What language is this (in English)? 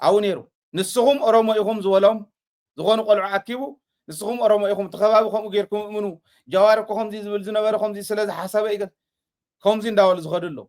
Tigrinya